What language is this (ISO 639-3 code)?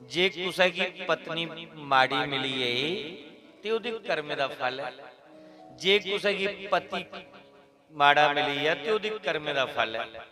doi